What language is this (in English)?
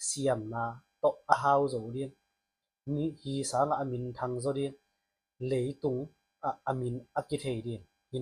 Tedim Chin